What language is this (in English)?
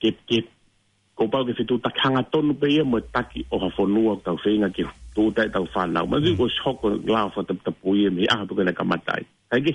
Tongan